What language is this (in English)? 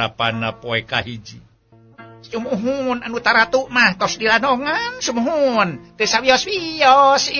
Sundanese